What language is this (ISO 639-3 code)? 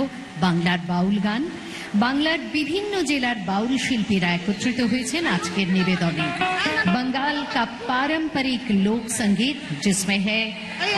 ben